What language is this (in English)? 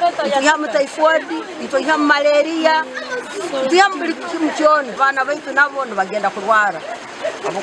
Nyankole